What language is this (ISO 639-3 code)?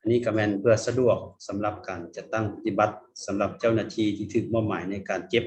lao